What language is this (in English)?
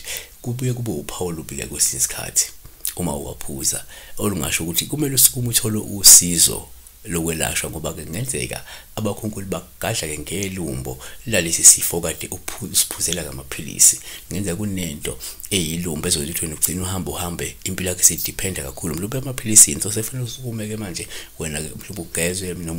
Zulu